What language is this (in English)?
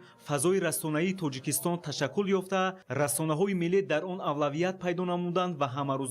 Tajik